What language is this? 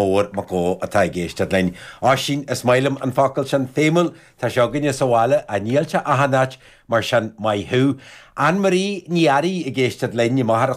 Irish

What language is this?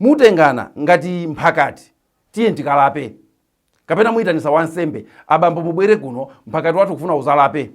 Nyanja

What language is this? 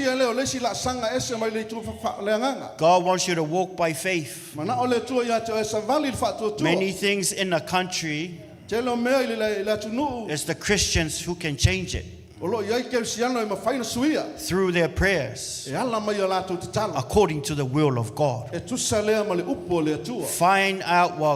Samoan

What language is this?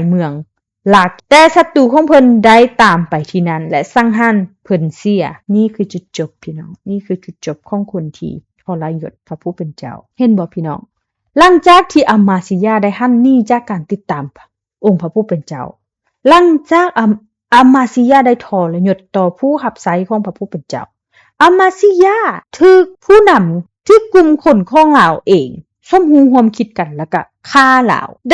Lao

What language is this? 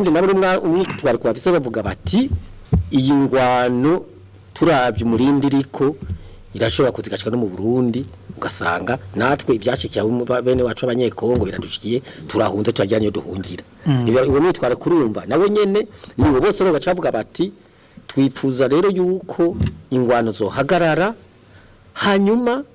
Rundi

